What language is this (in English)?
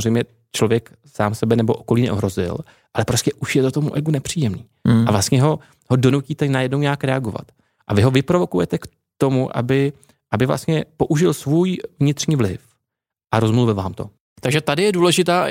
Czech